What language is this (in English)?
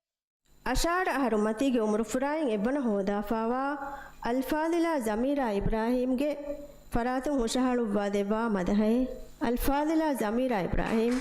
Divehi